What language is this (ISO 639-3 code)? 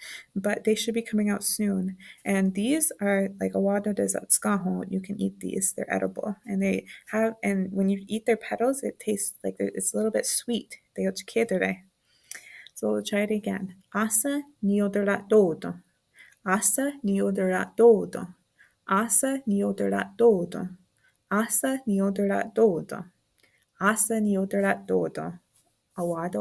moh